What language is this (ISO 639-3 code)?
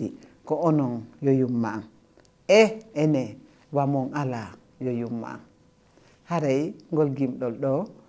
ful